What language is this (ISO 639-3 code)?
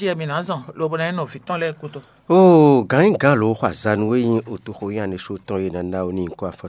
fon